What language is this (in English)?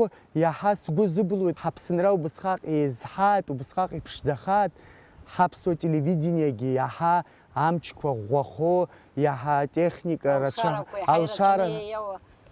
Abkhazian